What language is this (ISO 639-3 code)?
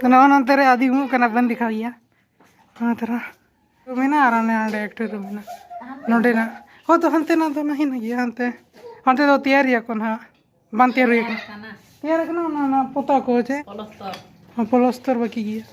sat